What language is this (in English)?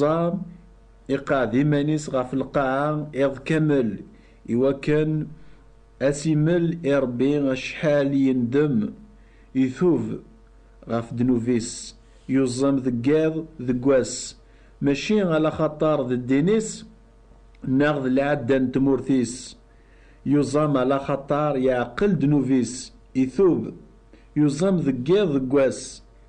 Kabyle